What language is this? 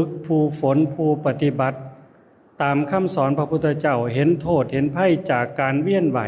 Lao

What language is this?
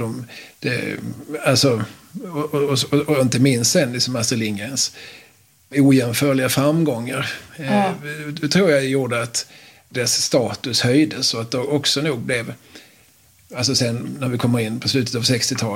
Swedish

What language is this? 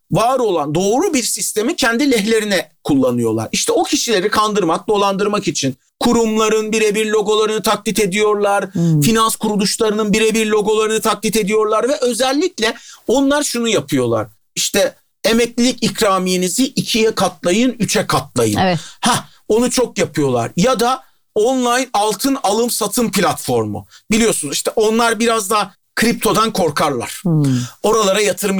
Turkish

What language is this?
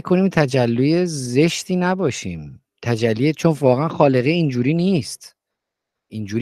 Persian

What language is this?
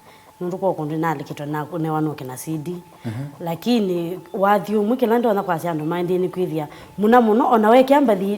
Kamba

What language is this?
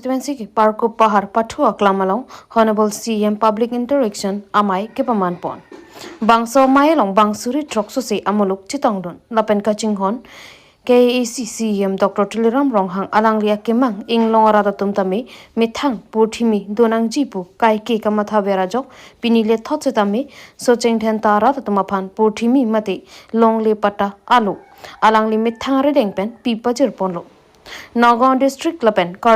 Karbi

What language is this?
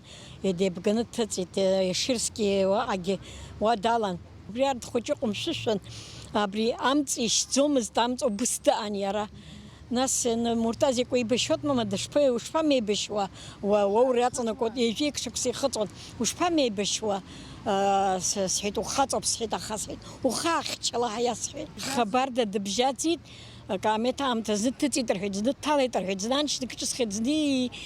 Abkhazian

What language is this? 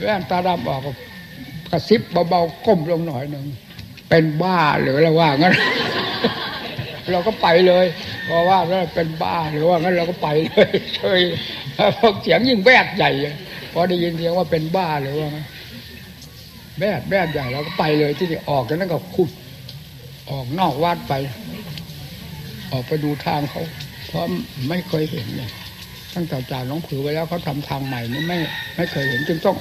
Thai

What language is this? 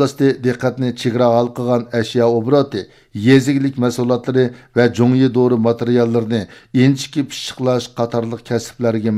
Uyghur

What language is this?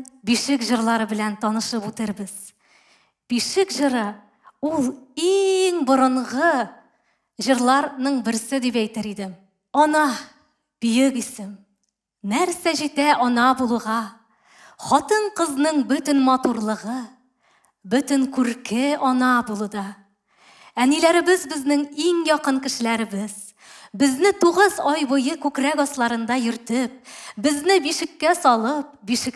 Tatar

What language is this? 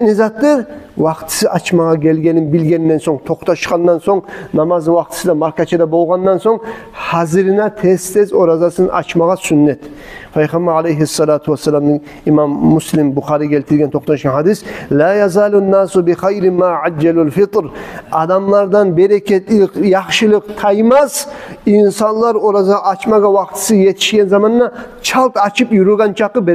Kumyk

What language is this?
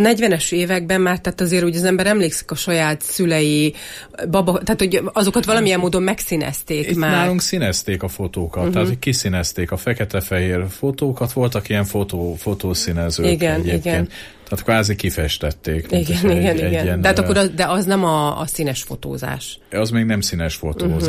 Hungarian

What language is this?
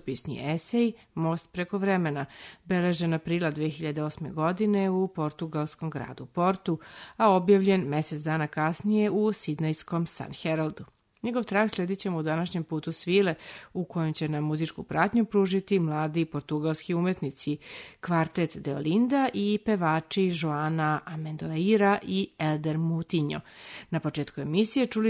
Serbian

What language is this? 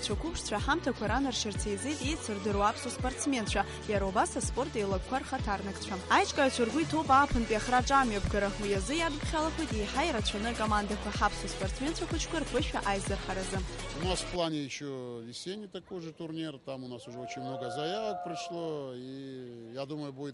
Abkhazian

